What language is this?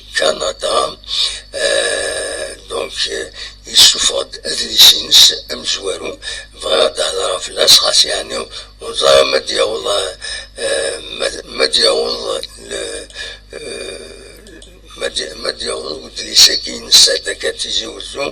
Kabyle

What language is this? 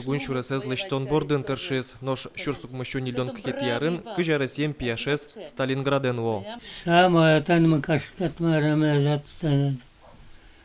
Udmurt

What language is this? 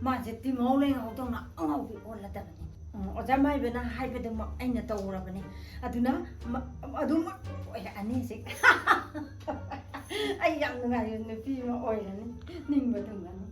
Manipuri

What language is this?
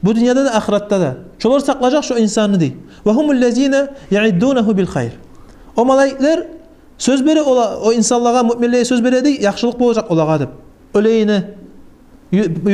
Kumyk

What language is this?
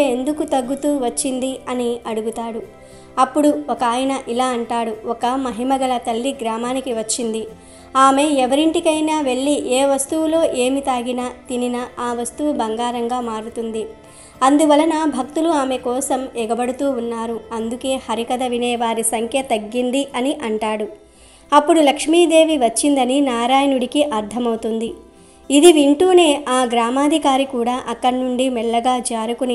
Telugu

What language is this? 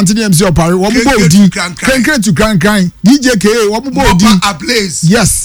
Akan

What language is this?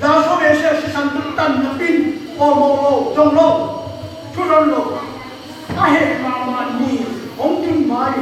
Tedim Chin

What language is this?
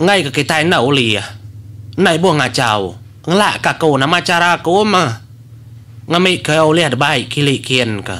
Iban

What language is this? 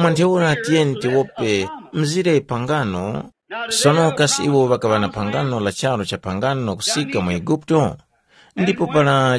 Tumbuka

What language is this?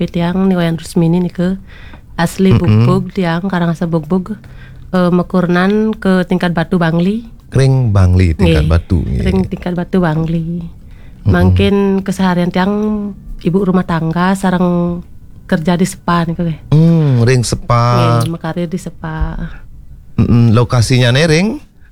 Balinese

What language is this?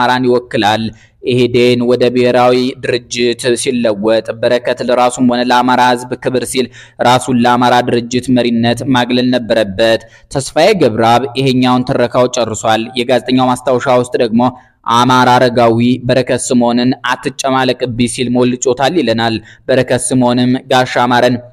Amharic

